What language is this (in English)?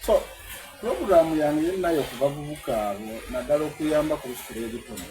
Soga